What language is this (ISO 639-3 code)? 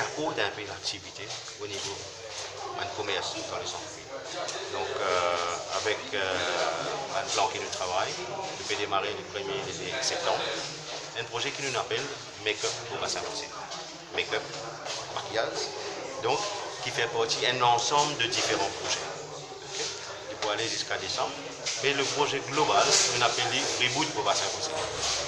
mfe